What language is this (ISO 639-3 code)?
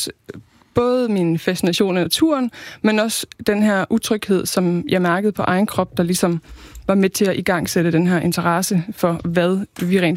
dan